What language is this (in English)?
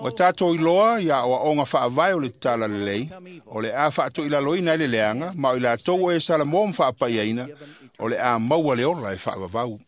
Samoan